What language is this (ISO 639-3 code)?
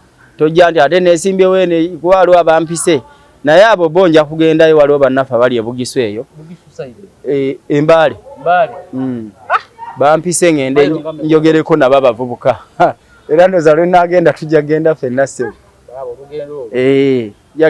lug